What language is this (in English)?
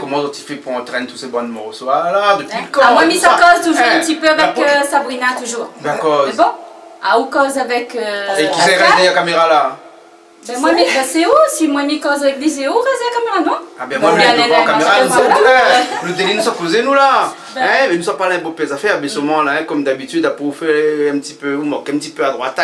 Réunion Creole French